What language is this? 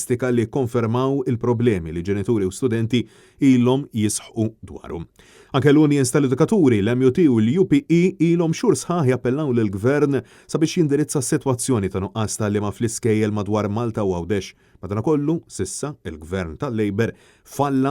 Maltese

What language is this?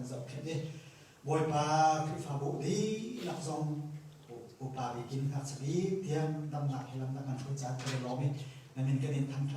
Hakha Chin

